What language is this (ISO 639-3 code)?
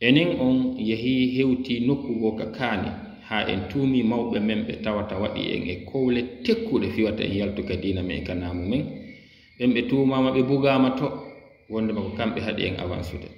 ful